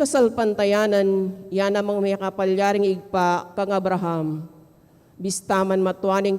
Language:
Pampanga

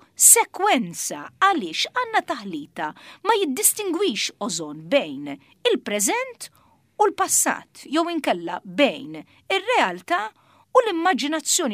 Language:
Maltese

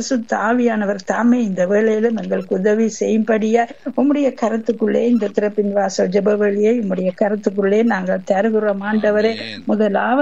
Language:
Tamil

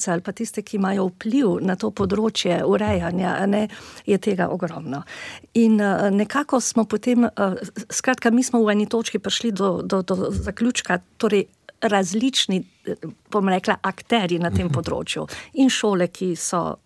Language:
Slovenian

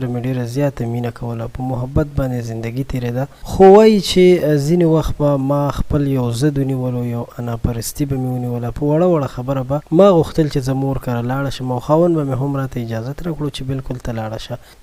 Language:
Pashto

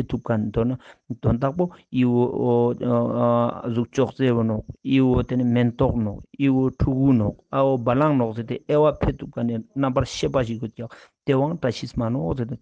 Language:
Ladakhi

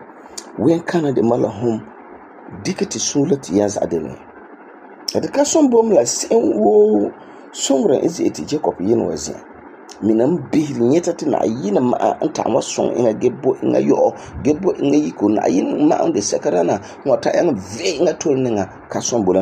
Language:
Frafra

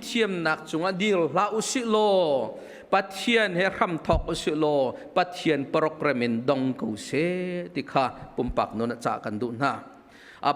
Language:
Hakha Chin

